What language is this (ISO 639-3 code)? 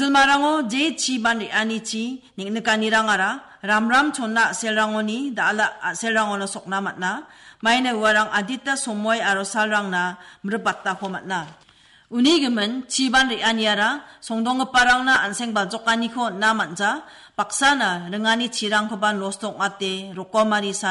grt